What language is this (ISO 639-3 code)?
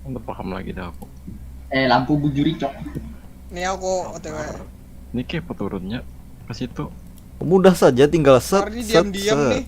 bjn